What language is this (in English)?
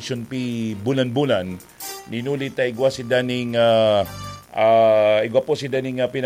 Bikol